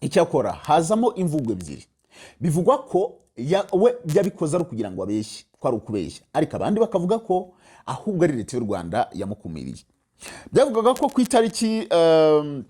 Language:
Kinyarwanda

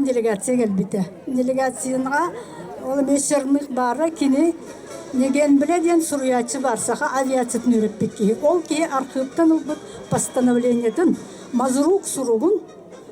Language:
Yakut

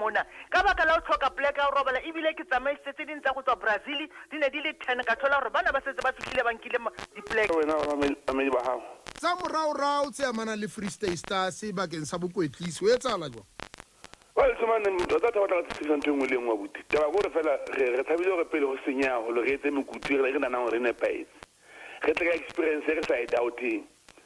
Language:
Southern Sotho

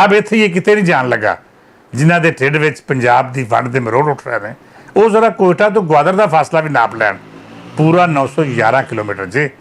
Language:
Western Panjabi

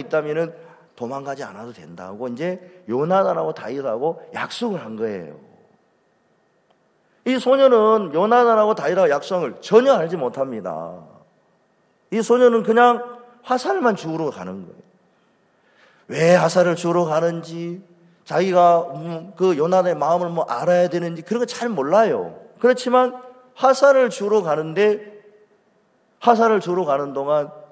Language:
Korean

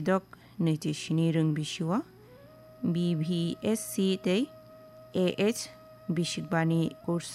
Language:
Kok Borok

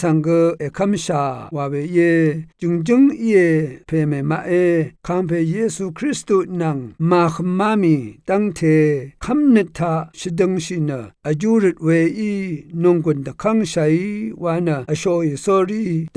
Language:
Rawang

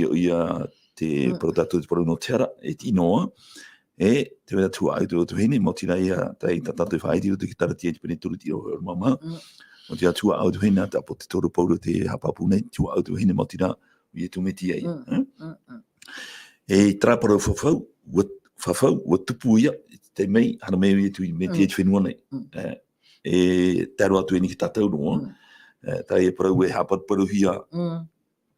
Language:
Tahitian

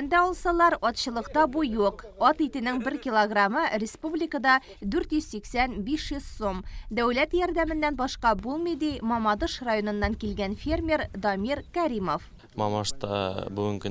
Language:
Tatar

